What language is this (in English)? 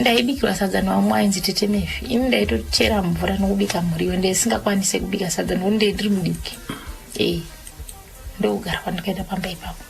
Shona